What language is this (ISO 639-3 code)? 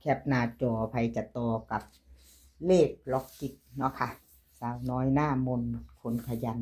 lao